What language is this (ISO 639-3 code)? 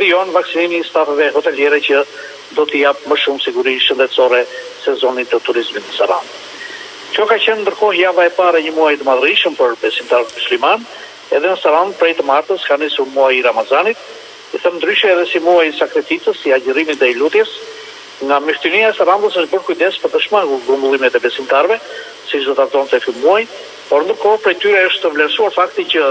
sqi